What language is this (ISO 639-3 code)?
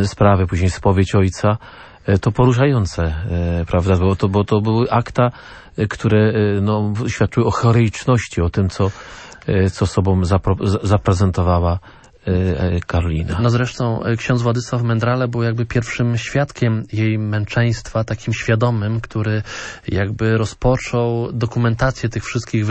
pol